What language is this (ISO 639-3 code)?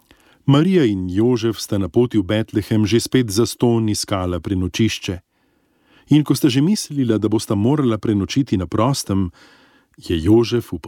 slv